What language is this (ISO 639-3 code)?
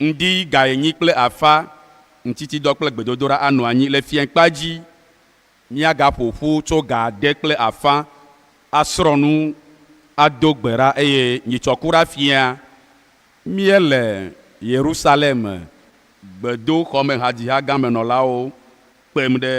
ewe